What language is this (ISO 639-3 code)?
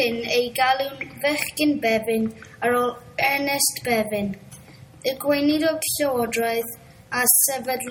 cym